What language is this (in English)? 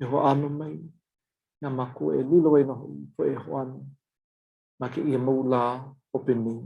Hawaiian